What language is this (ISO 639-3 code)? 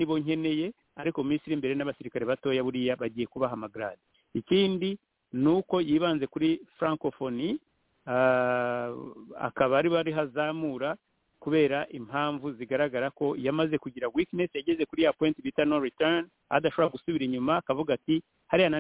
kin